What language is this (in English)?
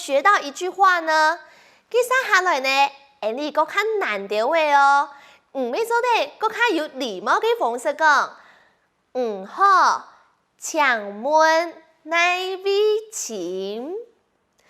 Hakka Chinese